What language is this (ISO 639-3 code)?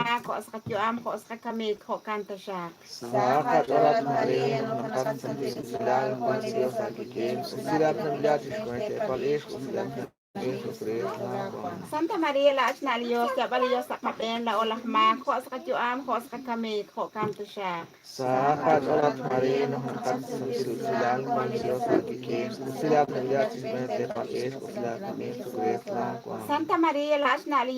kek